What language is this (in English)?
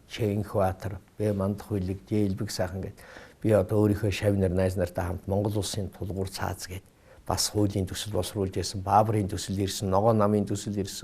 Mongolian